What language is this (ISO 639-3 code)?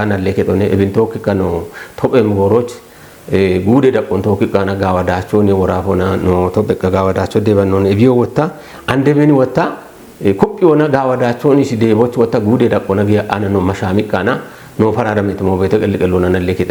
kbr